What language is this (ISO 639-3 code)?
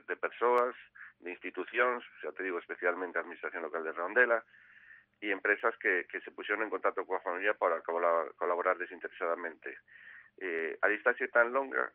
glg